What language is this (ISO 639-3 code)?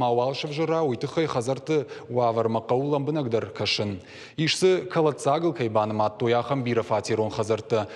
oss